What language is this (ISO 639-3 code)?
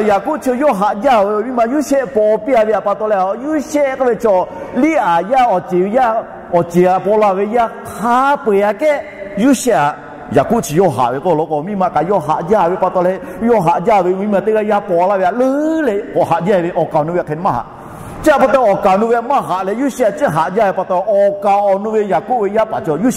lhu